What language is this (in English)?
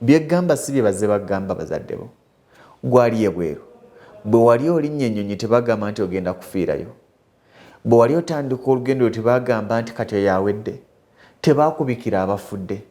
Ganda